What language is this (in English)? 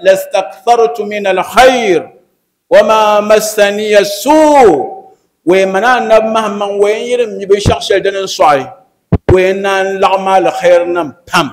Dagbani